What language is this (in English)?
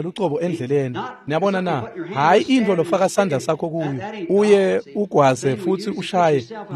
Swati